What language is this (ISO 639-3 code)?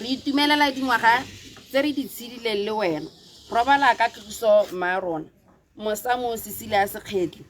tsn